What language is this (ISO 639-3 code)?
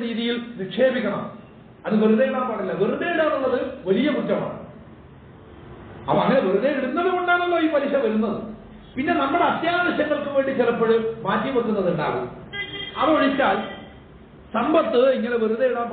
mal